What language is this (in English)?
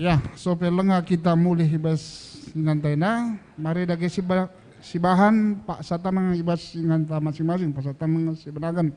Batak Karo